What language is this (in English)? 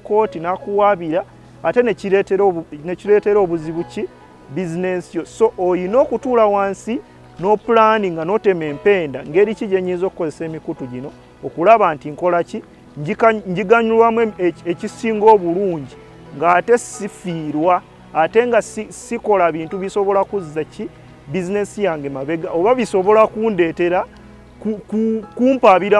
Ganda